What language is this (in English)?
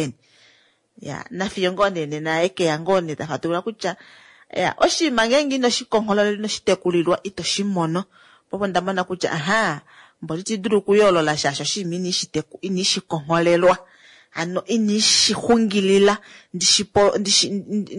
Kuanyama